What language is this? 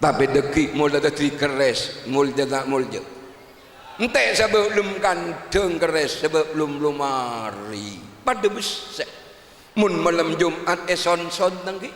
Madurese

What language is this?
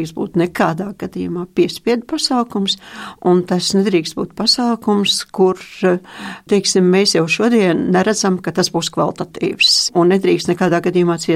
Latvian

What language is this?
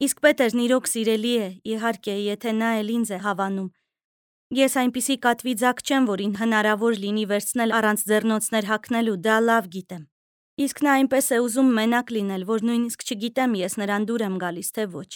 Armenian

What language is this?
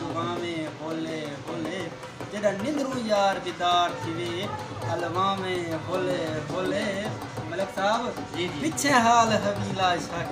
Saraiki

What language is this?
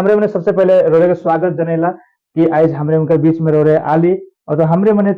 Sadri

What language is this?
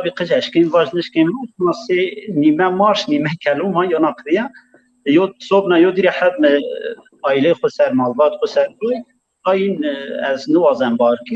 Zaza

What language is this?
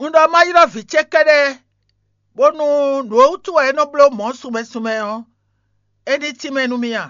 Fon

